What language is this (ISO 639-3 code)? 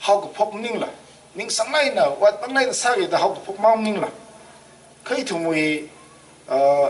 nmf